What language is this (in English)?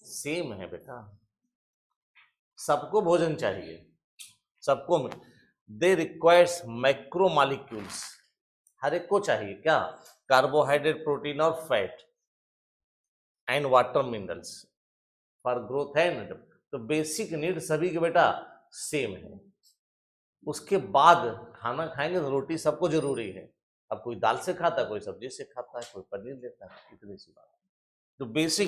Hindi